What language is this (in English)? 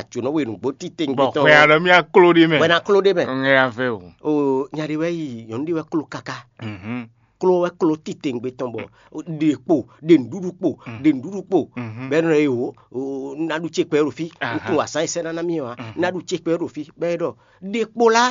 Fon